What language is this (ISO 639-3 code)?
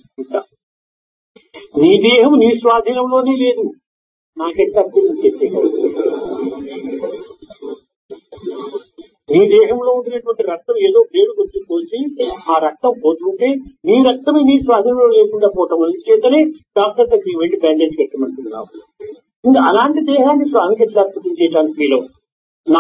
tel